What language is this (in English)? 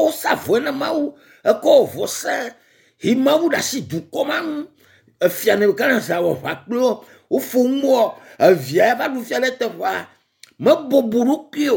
Ewe